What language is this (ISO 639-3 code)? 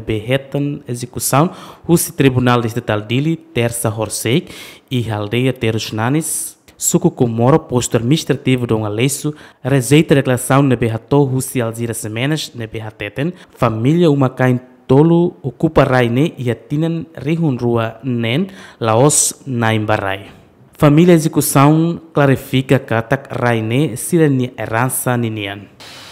tet